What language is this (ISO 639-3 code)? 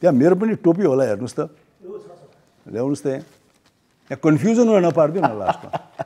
nep